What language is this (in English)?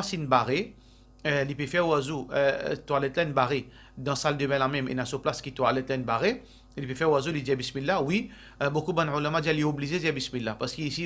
Morisyen